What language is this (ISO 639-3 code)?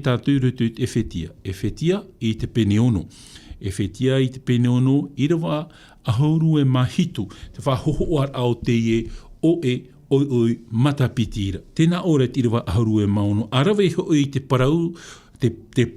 tah